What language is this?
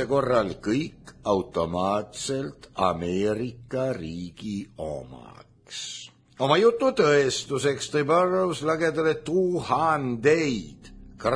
Estonian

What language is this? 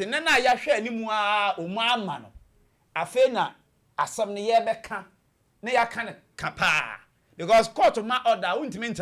Akan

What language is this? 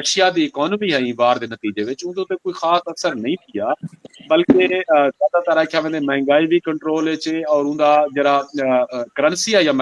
Saraiki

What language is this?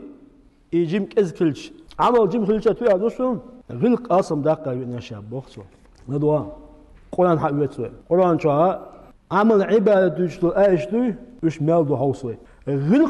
Chechen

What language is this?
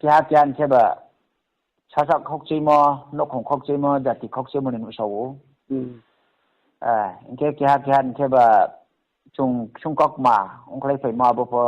Riang (India)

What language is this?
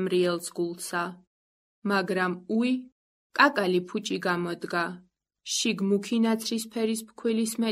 Georgian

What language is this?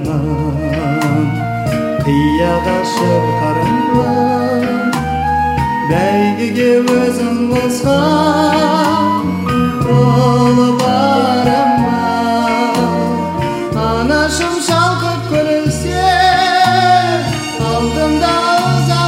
Kazakh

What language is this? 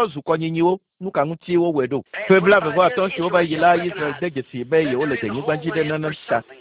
Ewe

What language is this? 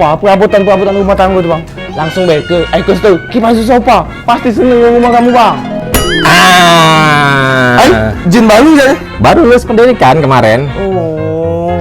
Musi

